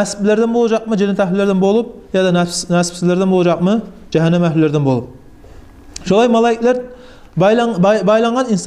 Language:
Kumyk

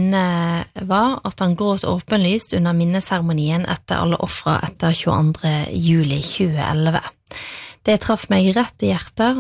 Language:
Norwegian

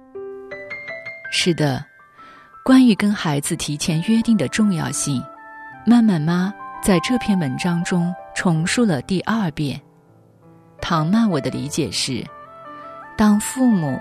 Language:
Chinese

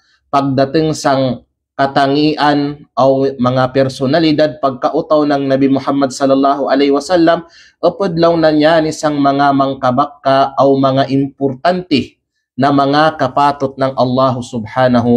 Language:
Kalagan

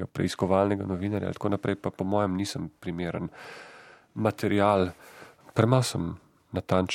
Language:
Slovenian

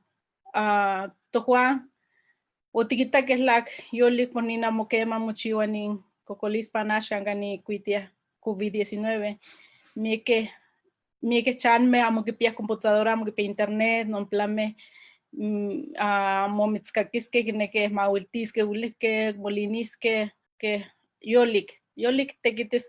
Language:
Eastern Huasteca Nahuatl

